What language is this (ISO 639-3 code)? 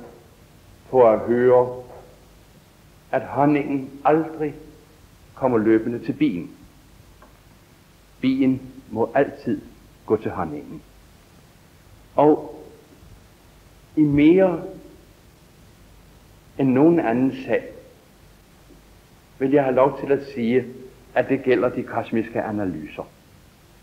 dan